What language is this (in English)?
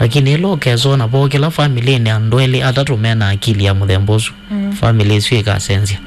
Kamba